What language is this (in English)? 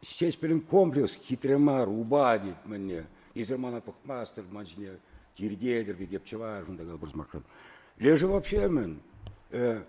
Chuvash